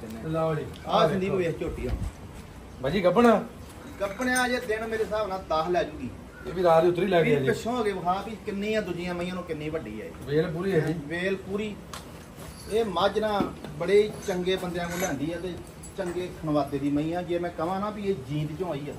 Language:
Punjabi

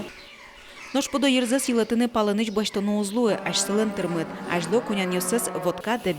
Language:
Udmurt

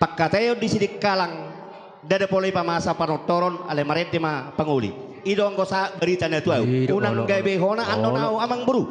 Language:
Batak Toba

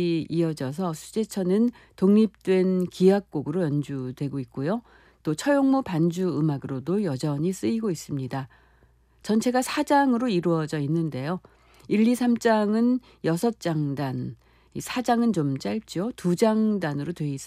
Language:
Korean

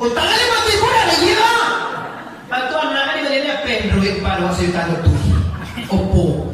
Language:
Minangkabau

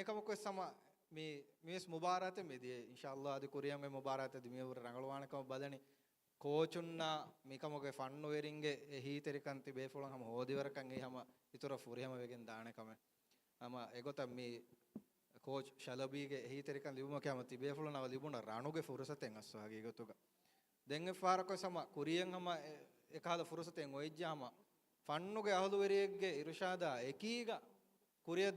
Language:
Divehi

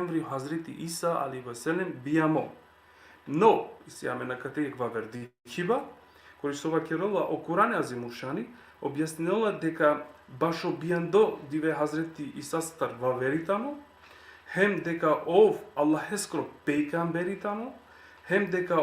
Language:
Balkan Romani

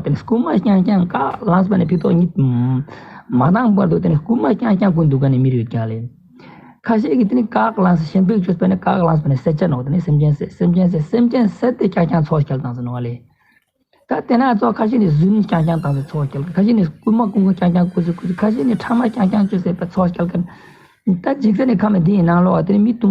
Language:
Ladakhi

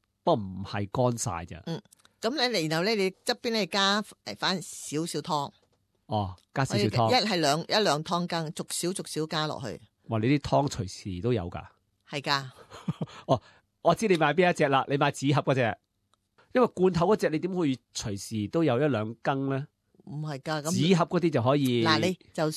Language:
Cantonese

